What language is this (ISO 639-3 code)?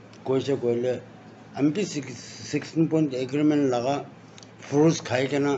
nag